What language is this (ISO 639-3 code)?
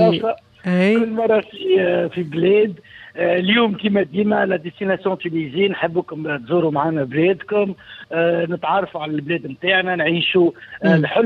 aeb